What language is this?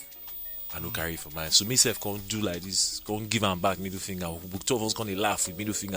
Nigerian Pidgin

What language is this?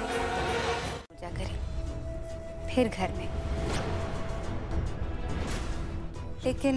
Hindi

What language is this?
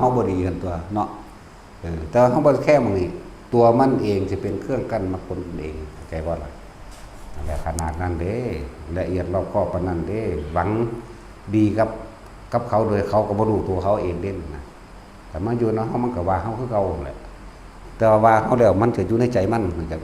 Northeastern Thai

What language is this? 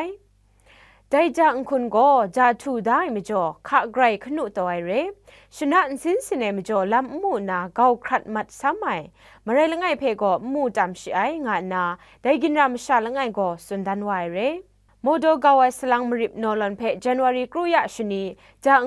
Kachin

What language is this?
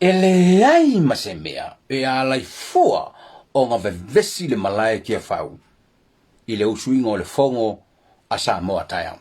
Samoan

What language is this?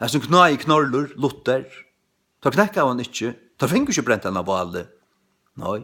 Faroese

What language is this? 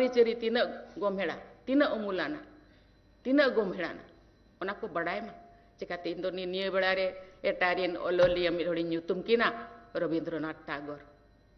Santali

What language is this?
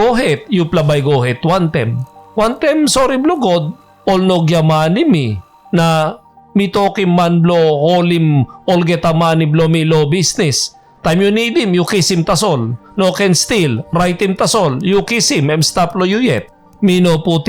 Tok Pisin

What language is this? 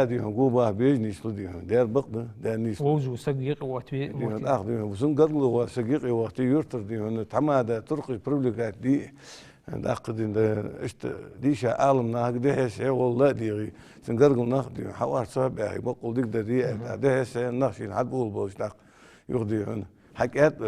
Ingush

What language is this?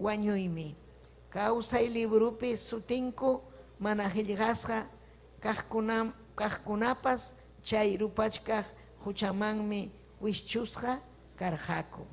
Ayacucho Quechua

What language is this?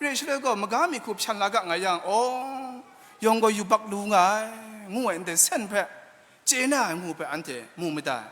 Kachin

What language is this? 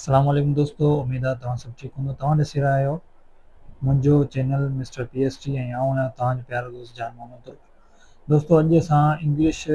Sindhi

